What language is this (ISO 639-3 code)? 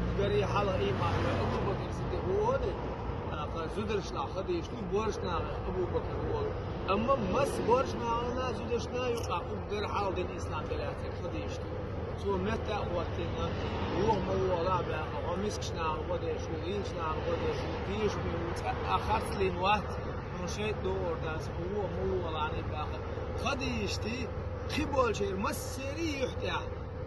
che